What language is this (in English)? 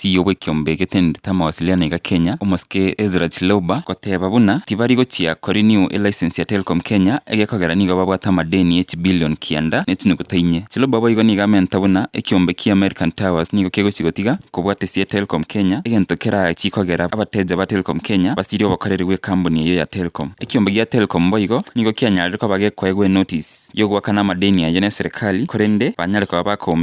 Gusii